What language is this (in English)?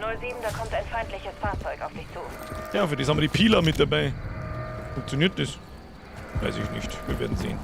Bavarian